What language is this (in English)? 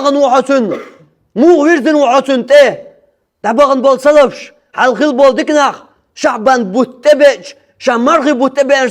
Chechen